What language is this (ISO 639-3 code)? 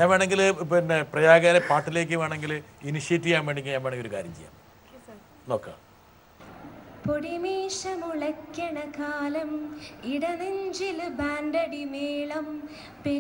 mal